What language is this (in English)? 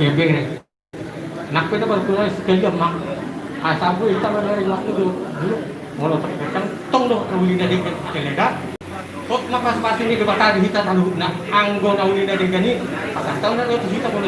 Batak Toba